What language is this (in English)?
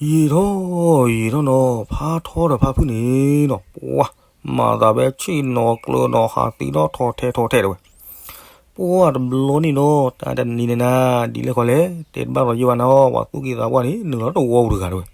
S'gaw Karen